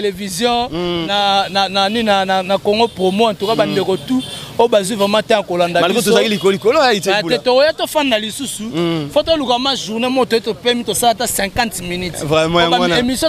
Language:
Lingala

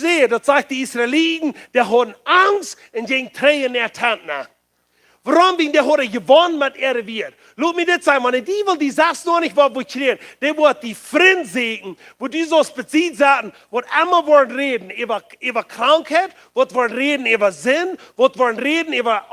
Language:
Plautdietsch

